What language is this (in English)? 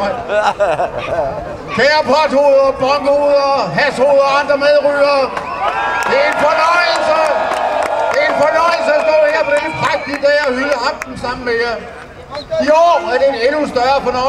Danish